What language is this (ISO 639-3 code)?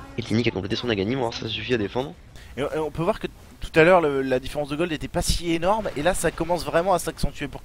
fra